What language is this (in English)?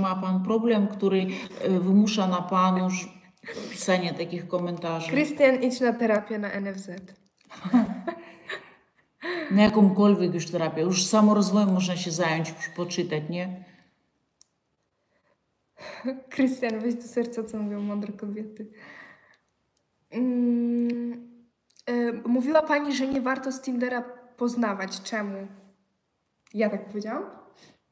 Polish